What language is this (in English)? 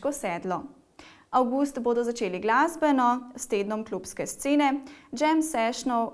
Slovenian